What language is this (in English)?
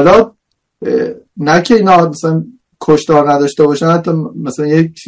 Persian